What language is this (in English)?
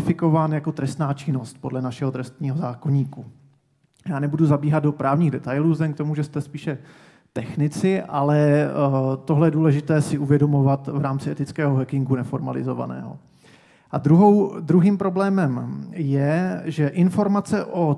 Czech